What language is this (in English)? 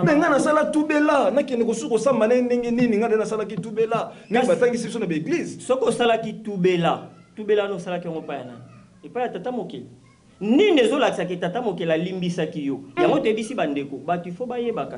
Lingala